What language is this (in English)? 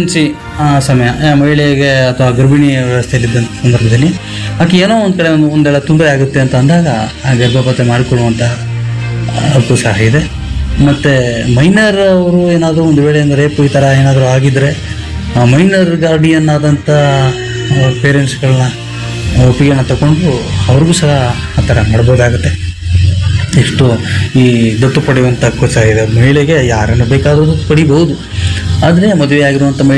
Kannada